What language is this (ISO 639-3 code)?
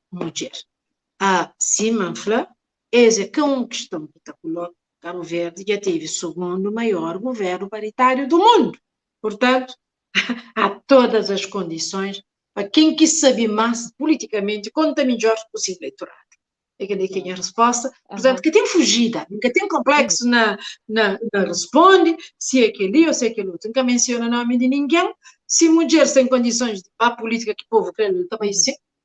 kea